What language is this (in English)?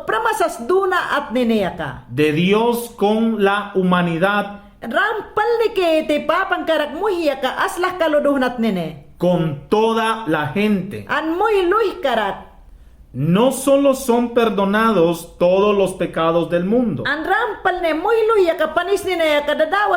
Mayangna